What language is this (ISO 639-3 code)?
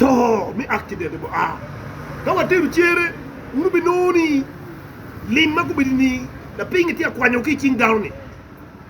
ach